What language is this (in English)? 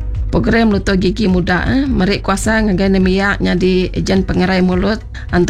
Iban